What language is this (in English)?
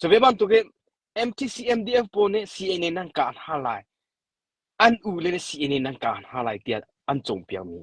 Hakha Chin